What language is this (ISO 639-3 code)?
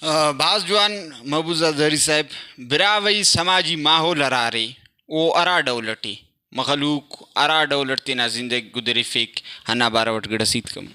brh